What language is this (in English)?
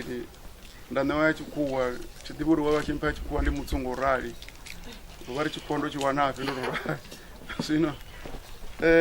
Venda